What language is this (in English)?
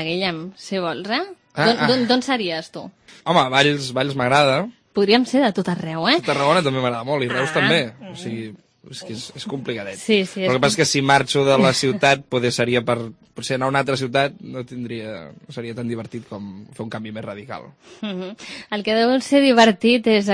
Catalan